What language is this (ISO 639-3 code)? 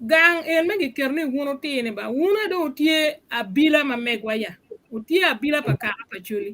ach